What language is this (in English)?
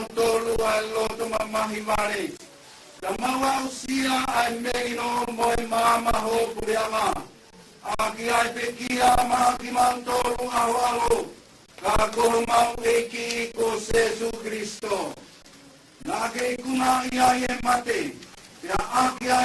Tongan